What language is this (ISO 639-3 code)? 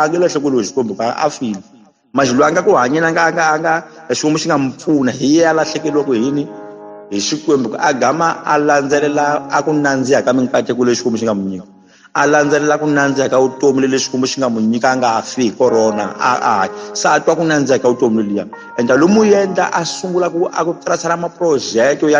tso